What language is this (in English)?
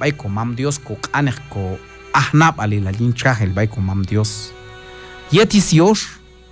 Q'anjob'al